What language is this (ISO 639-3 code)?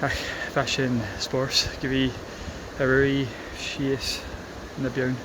gla